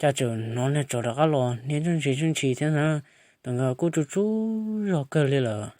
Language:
Hmong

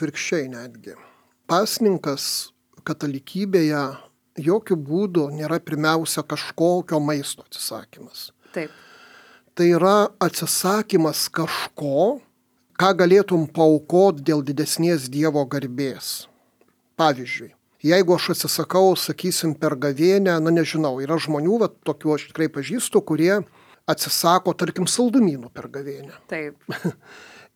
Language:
Lithuanian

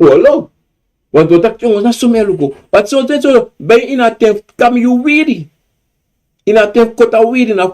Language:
Sranan Tongo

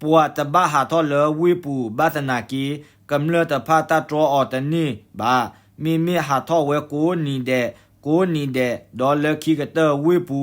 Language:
S'gaw Karen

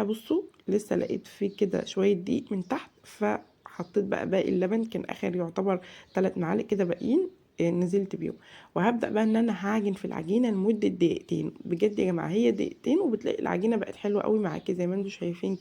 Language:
Egyptian Arabic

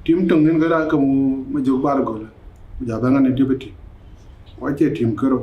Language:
Dinka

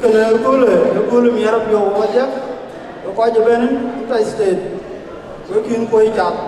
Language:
Dinka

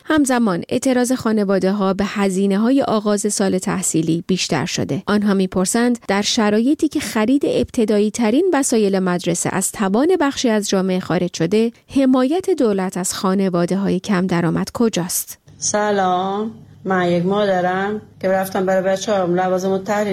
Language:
Persian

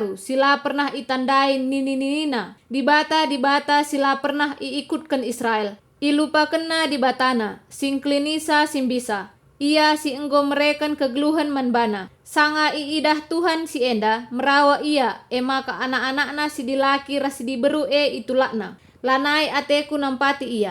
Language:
Batak Karo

